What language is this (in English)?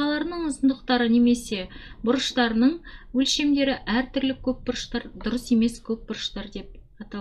Kazakh